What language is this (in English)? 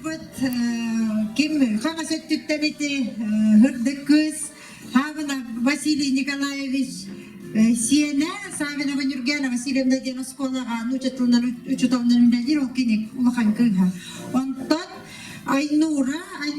Yakut